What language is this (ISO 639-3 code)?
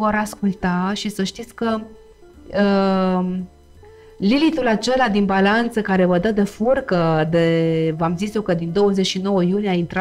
ron